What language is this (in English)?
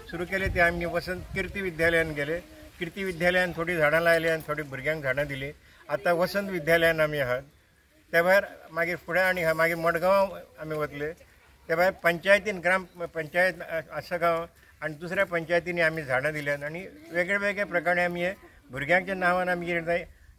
Konkani